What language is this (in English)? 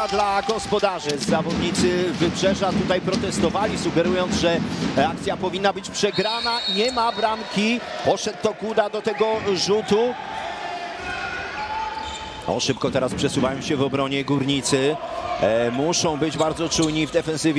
Polish